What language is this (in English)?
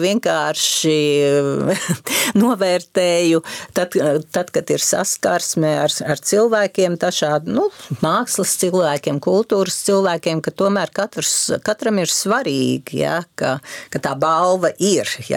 Latvian